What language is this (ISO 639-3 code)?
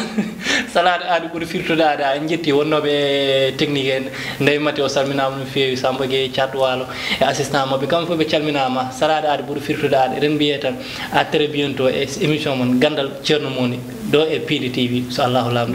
ful